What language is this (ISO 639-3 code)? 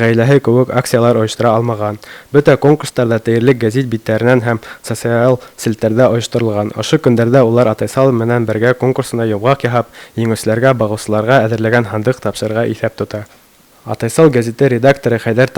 bak